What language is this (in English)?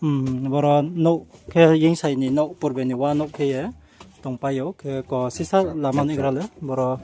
Riang (India)